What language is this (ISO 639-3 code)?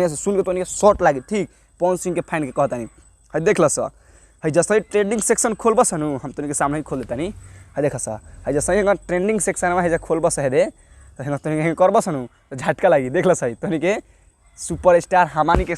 bho